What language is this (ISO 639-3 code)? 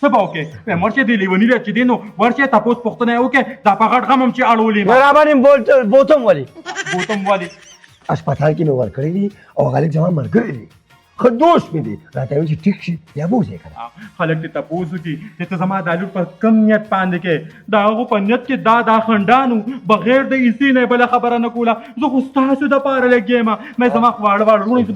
pus